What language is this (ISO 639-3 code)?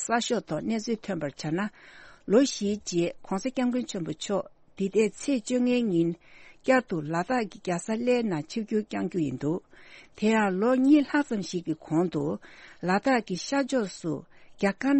bod